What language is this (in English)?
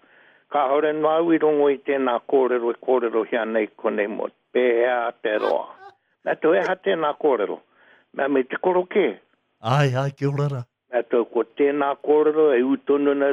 Māori